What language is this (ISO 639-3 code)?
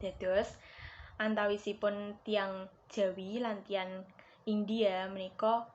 jav